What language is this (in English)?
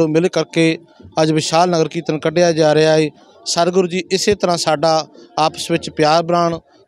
Punjabi